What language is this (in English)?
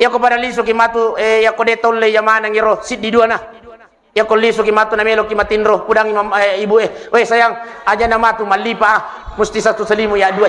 Buginese